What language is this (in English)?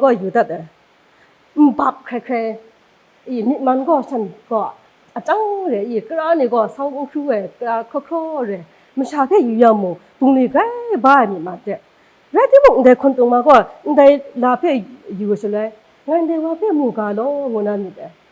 Kachin